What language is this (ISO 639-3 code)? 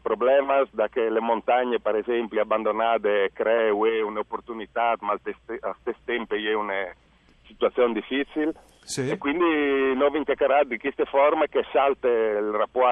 fur